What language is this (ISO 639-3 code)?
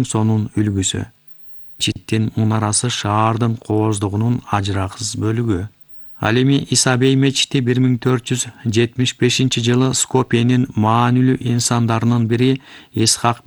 kir